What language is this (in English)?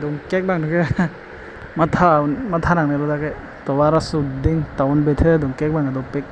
Karbi